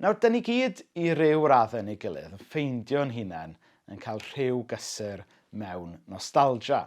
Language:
Welsh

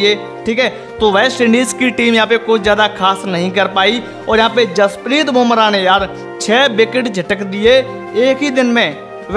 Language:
Hindi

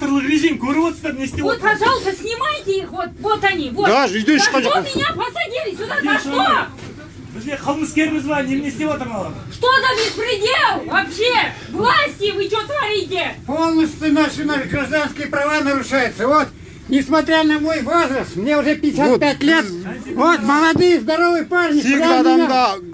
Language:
Kazakh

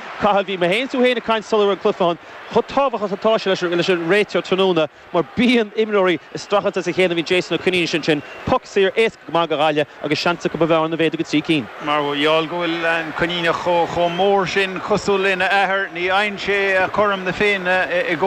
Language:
Irish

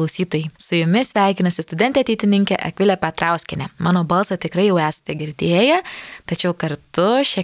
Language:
Lithuanian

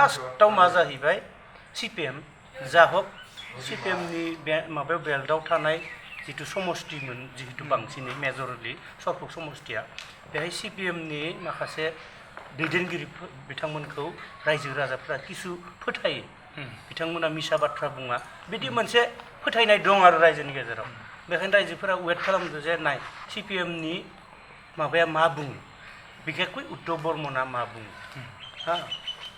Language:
Bodo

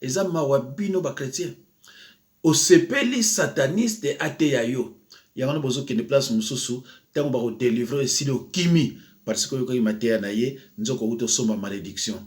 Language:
Lingala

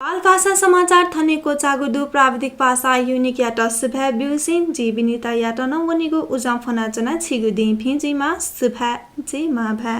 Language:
Newari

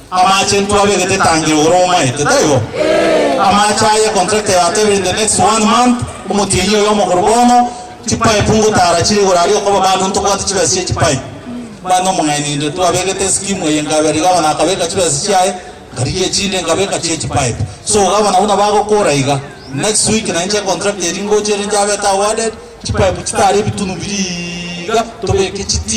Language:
Gusii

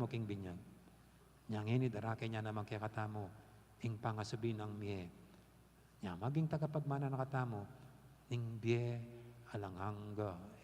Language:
Pampanga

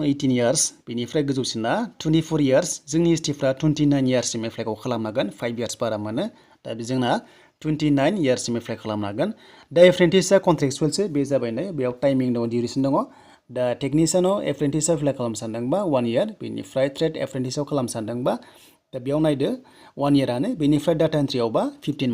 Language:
Bodo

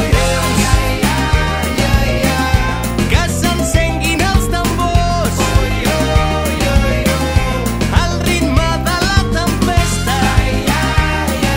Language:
Catalan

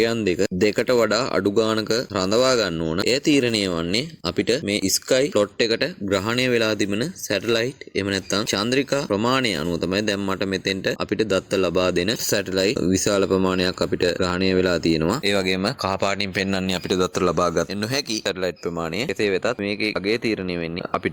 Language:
Sinhala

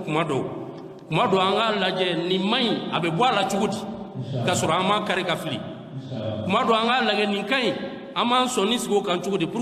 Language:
Bambara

